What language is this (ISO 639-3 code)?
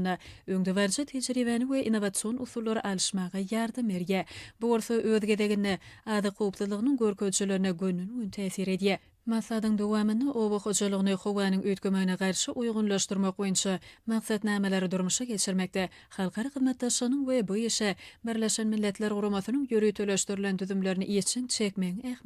tuk